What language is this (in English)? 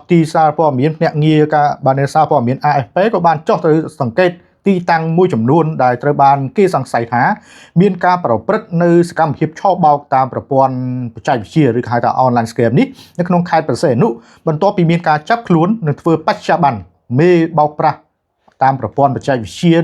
Khmer